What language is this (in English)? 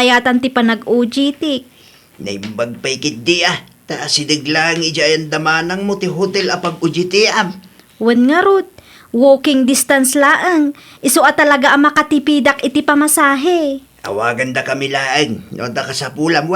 Iloko